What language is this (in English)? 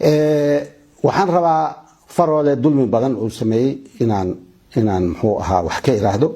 Somali